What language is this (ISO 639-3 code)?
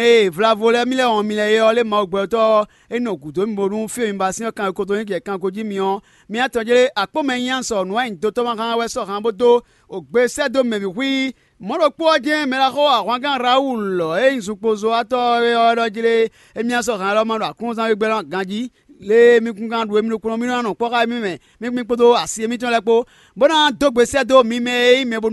fon